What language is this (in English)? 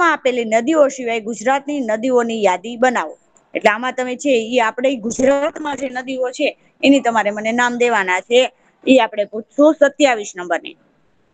Gujarati